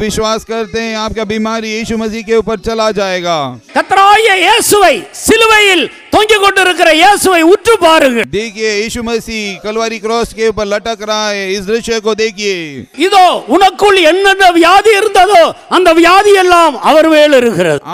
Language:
Tamil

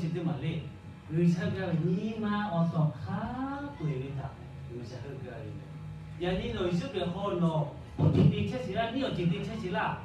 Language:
Lahu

